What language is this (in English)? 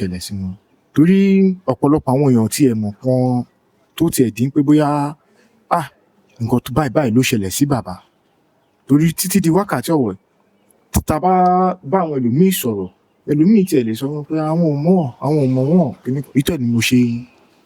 Yoruba